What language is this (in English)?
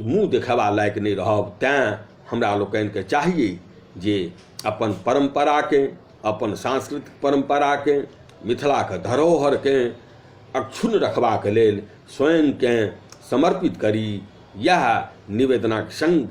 Maithili